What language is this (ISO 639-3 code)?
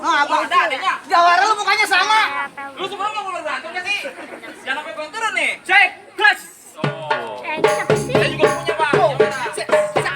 bew